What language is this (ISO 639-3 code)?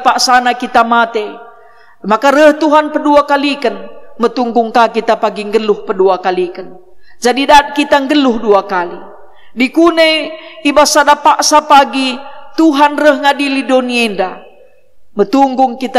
btx